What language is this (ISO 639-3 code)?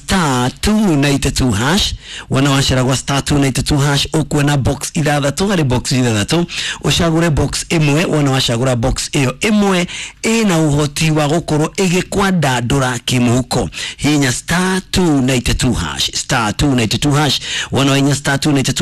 kik